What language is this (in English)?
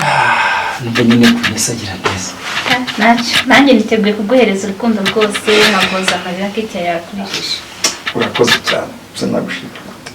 Kinyarwanda